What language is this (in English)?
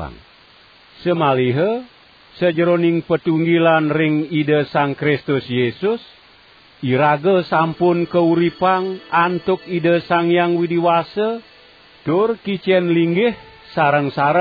Balinese